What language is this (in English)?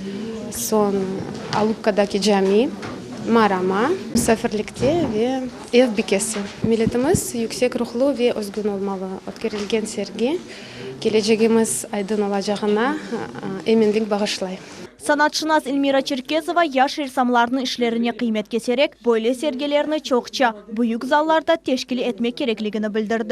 Crimean Tatar